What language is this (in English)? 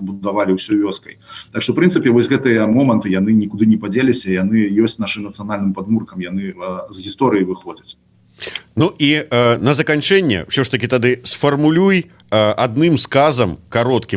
Belarusian